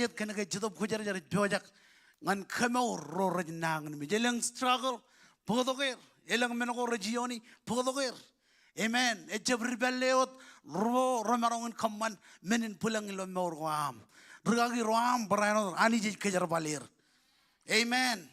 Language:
Marshallese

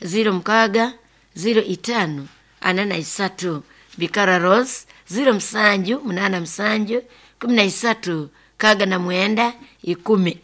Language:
Nyoro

